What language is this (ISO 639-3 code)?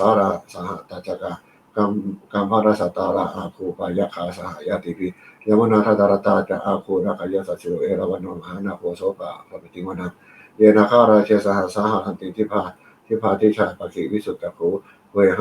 pli